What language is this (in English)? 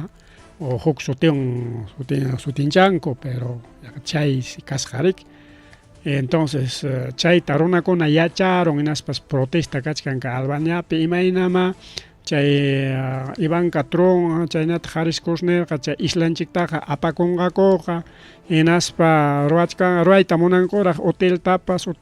Ayacucho Quechua